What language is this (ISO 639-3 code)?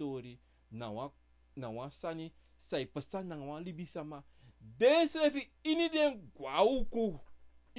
srn